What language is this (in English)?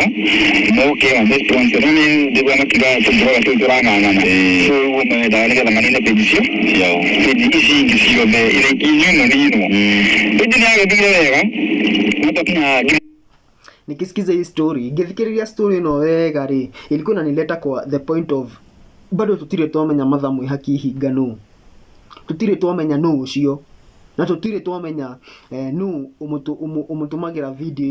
Kikuyu